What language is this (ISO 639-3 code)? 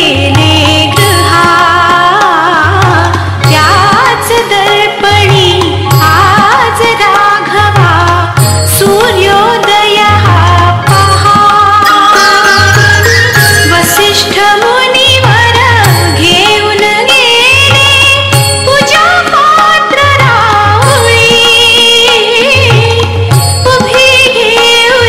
mar